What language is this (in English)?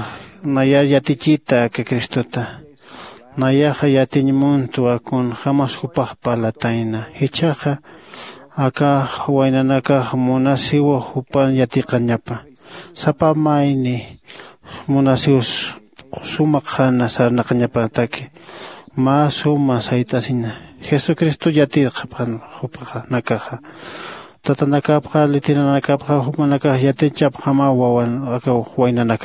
Aymara